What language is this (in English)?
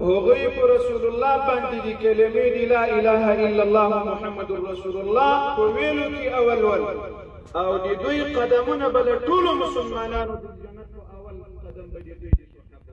Pashto